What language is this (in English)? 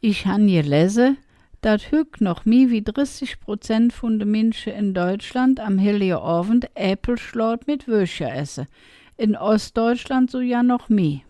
Colognian